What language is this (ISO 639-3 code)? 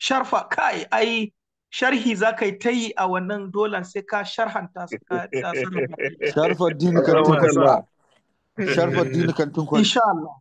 hau